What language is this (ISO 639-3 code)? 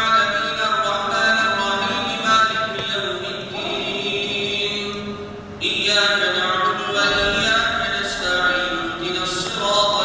kur